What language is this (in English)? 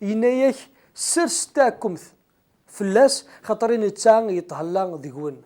Kabyle